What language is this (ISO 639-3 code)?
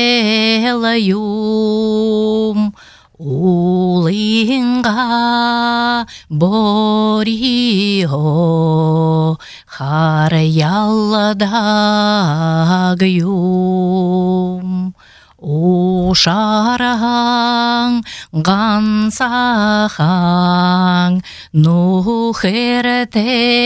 bua